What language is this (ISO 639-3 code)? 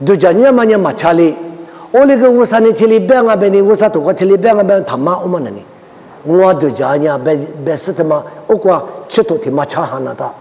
lis